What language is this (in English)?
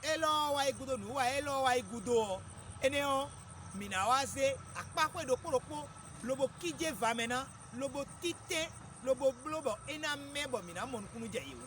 Fon